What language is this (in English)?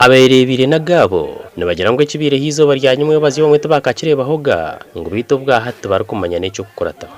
Nyankole